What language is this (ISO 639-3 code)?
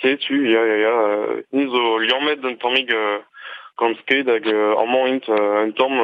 bre